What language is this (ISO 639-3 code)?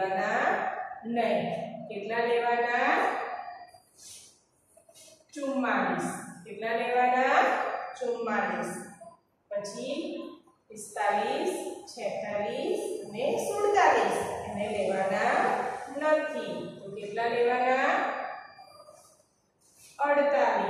guj